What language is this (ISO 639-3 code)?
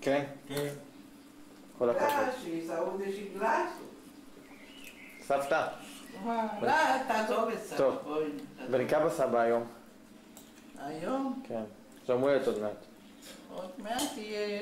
heb